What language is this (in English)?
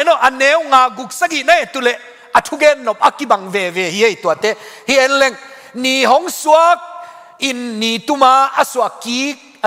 Tedim Chin